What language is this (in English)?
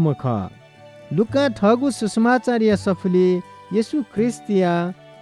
Newari